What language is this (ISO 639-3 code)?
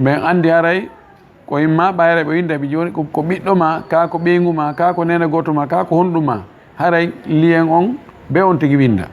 ful